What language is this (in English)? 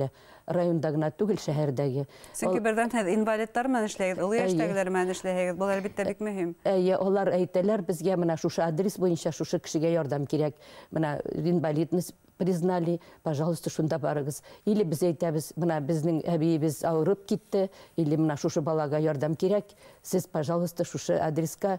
Bashkir